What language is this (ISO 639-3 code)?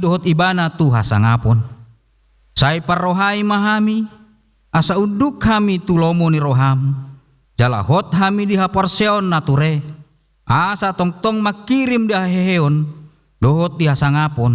bbc